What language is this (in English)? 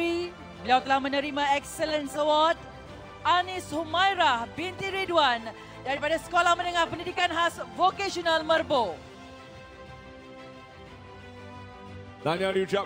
Malay